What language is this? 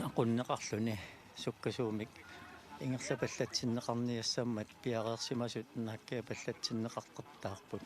Kalaallisut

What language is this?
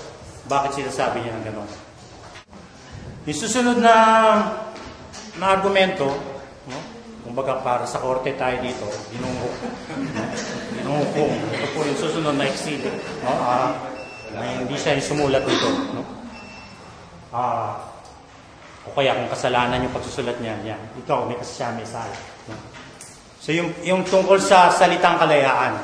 Filipino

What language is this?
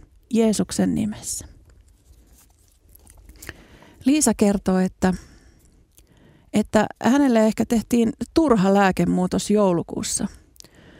Finnish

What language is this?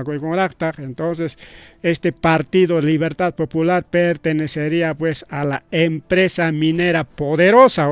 Ayacucho Quechua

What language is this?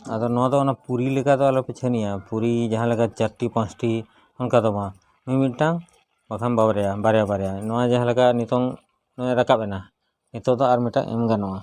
Santali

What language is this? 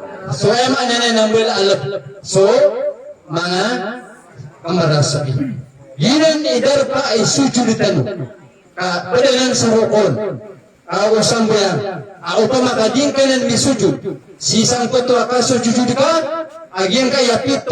Maranao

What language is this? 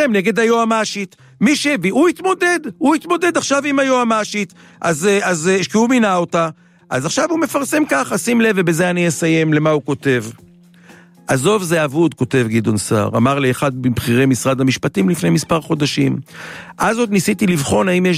Hebrew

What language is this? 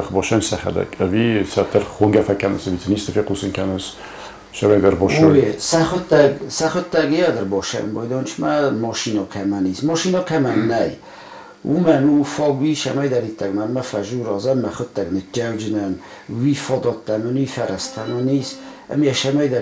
Ossetic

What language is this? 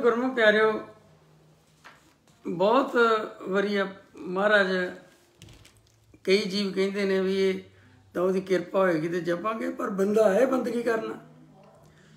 Punjabi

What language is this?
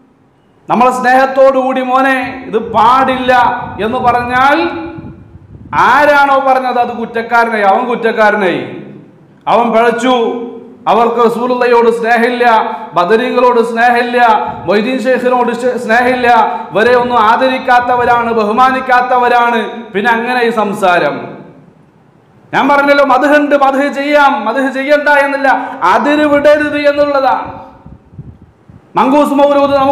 Malayalam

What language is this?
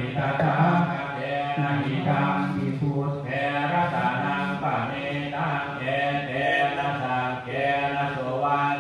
Pali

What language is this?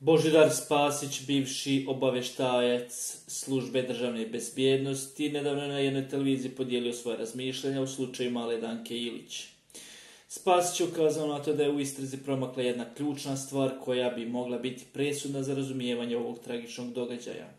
Bosnian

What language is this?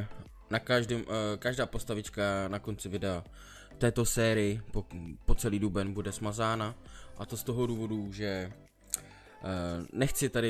Czech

